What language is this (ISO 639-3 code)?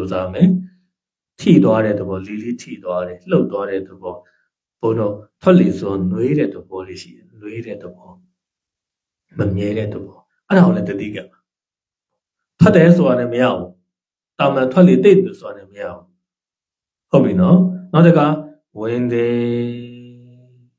mya